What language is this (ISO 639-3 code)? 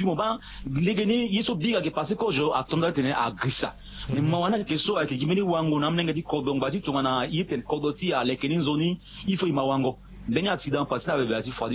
sag